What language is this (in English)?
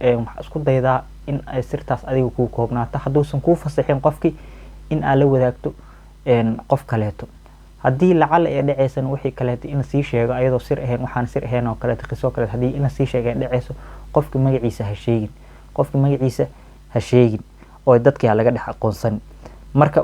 Somali